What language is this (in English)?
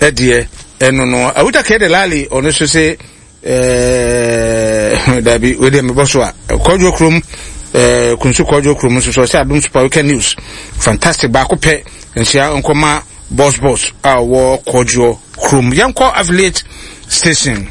Akan